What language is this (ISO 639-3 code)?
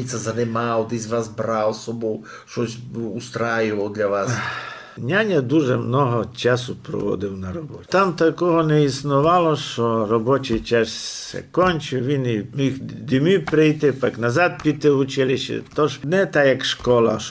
rue